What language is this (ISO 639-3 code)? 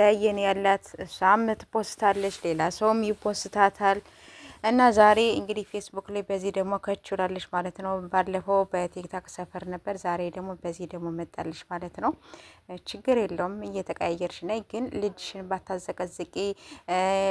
amh